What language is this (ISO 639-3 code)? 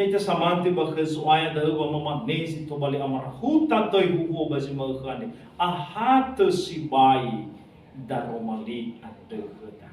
nia